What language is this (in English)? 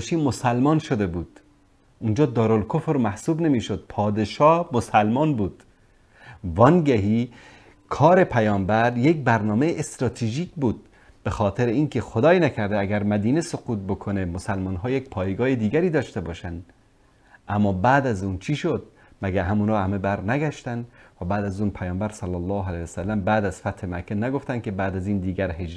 Persian